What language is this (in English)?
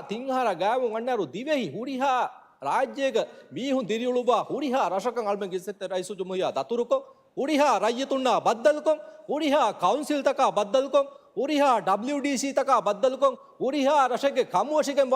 Divehi